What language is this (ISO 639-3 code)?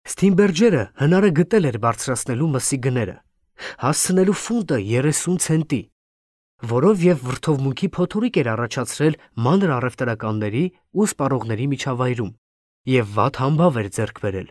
hye